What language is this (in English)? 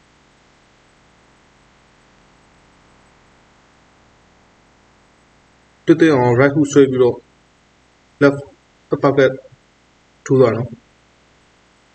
Burmese